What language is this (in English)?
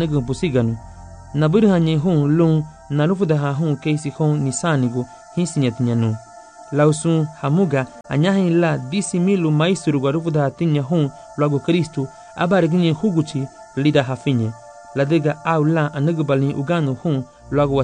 Garifuna